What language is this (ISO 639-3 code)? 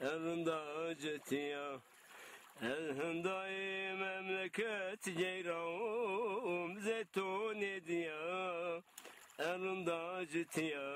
zza